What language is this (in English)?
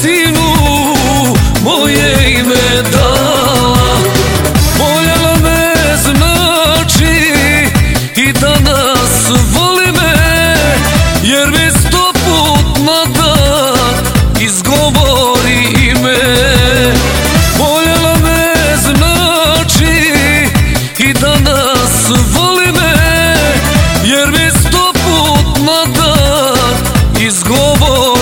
Croatian